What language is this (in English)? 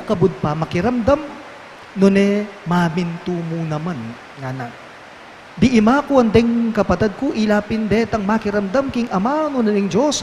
Pampanga